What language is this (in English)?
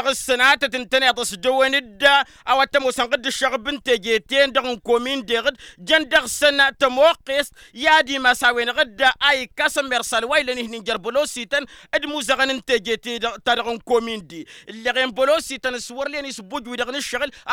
Tamasheq